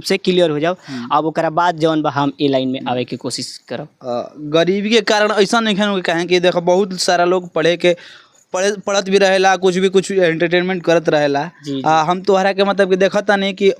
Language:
Bhojpuri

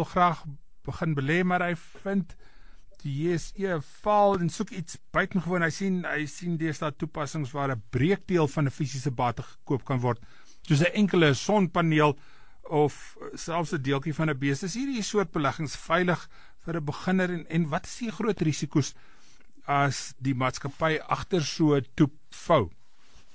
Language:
Afrikaans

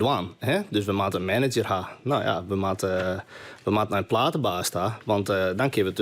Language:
Western Frisian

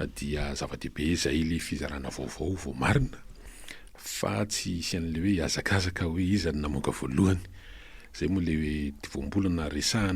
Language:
Malagasy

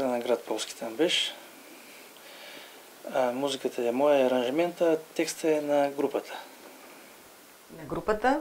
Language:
Bulgarian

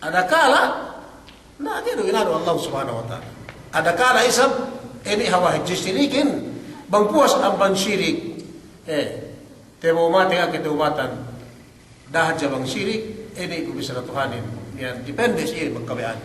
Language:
Yakan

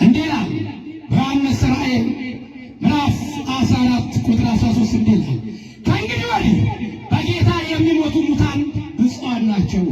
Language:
Amharic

